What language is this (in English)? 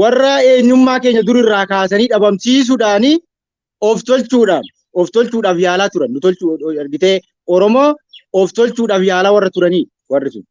Oromo